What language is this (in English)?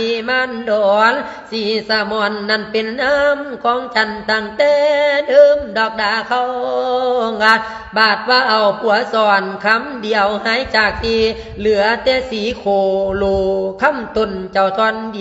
Lao